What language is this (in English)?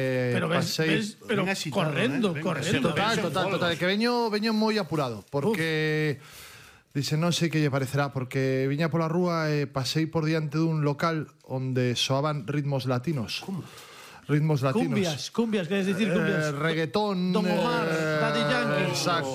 Galician